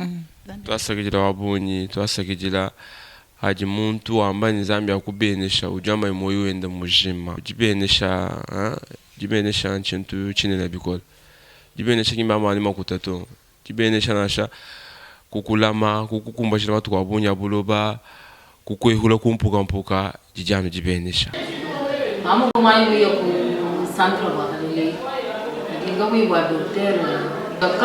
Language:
Luba-Lulua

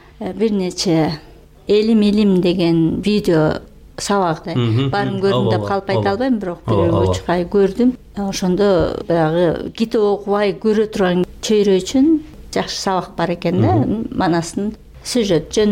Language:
Kyrgyz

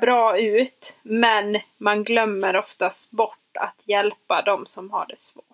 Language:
Swedish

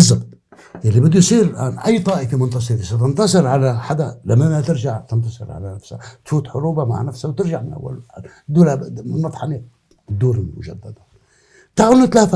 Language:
North Levantine Arabic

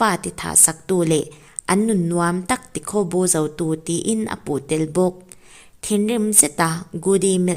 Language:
Mizo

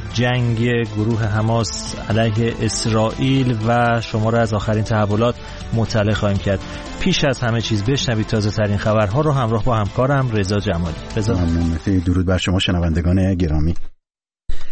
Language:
Persian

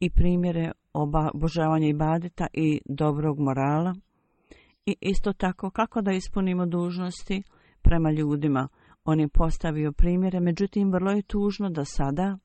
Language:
Bosnian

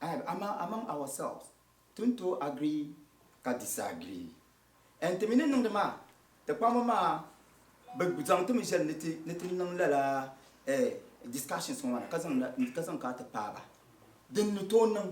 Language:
Dagbani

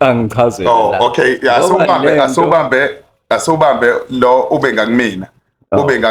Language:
Zulu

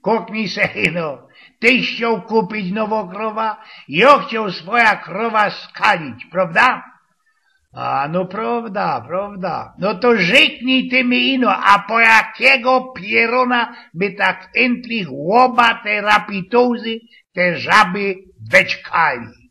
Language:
Silesian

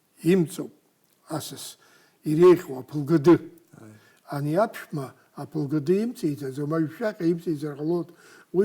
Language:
Abkhazian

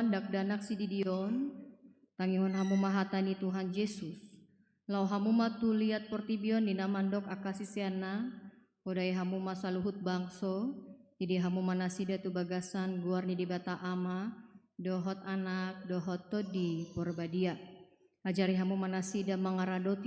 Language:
Batak Toba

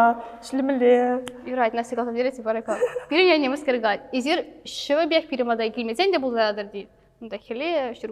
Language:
Chuvash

